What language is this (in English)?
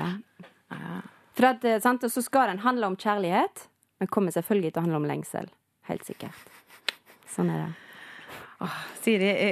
Norwegian